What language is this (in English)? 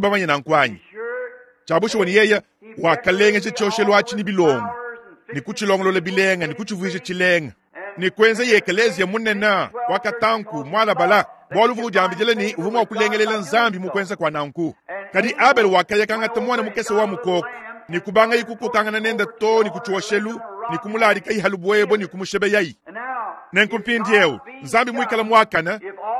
Luba-Lulua